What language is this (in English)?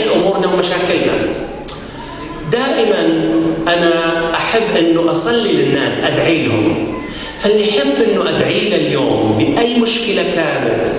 Mesopotamian Arabic